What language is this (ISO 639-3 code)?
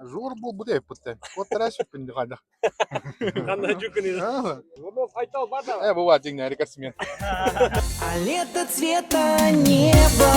sah